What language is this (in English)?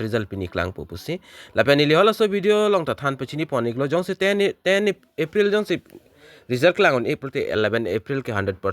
Karbi